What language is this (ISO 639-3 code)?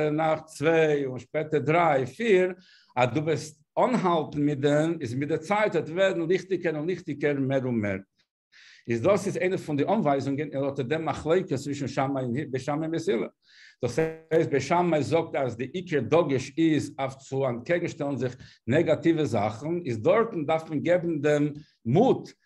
yid